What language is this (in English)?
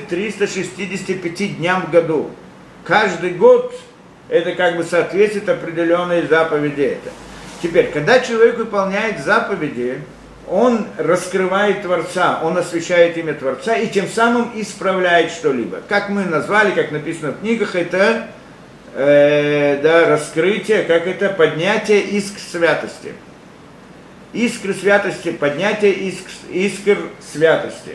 Russian